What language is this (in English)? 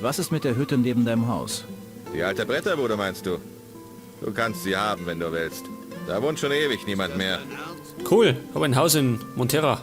Bavarian